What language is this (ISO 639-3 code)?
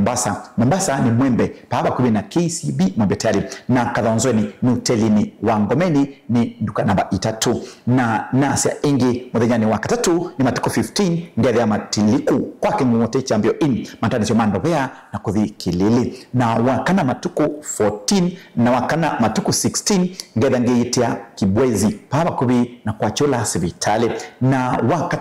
kam